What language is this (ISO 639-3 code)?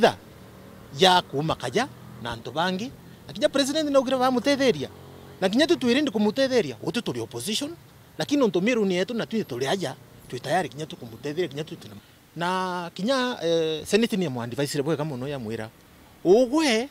mer